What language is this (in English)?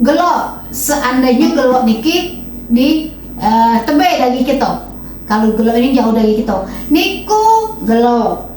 Musi